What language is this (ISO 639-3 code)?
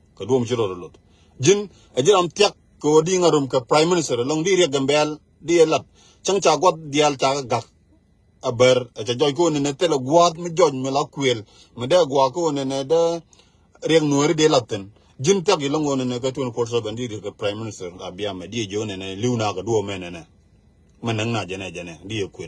nus